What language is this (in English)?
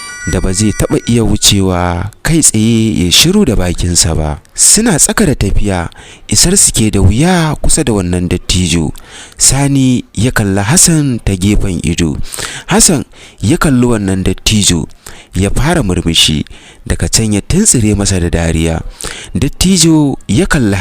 Hausa